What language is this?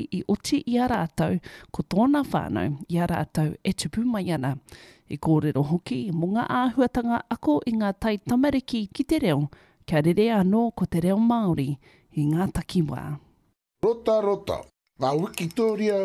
Māori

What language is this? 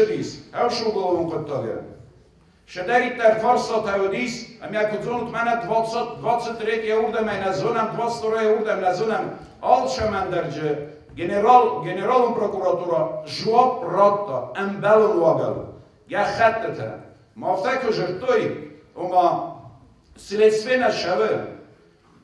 Ossetic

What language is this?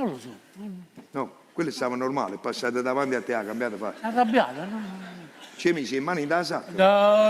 Neapolitan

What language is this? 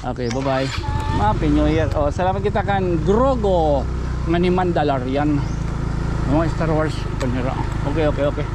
Waray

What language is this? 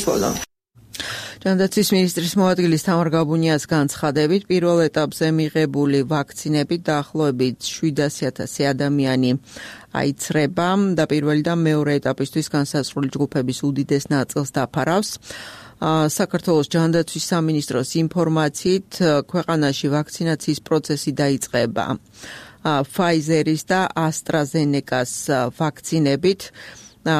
Georgian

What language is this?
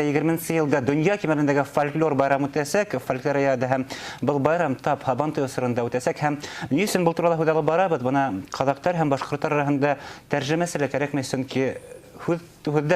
Bashkir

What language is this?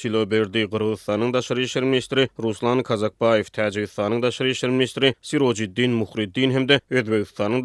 Turkmen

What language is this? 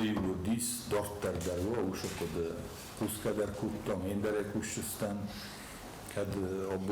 Ossetic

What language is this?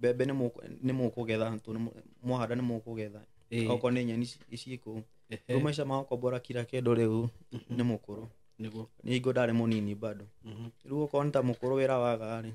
Kikuyu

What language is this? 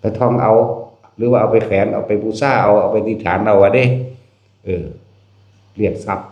Northeastern Thai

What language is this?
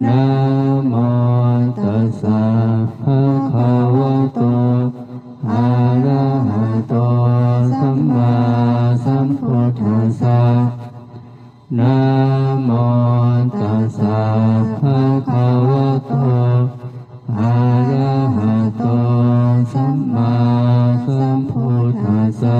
Pali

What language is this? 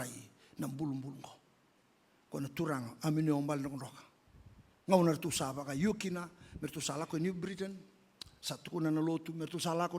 Fijian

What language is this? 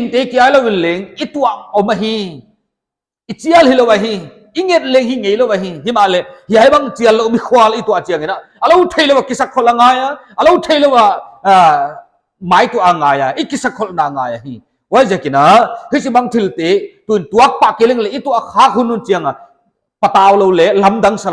Paite Chin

